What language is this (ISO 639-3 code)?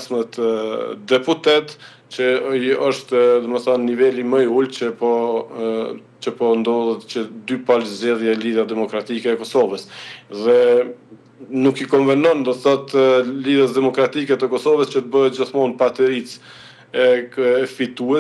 sqi